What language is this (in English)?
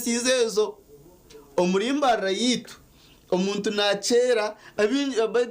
Nyankole